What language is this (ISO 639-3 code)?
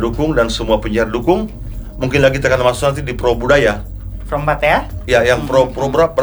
ind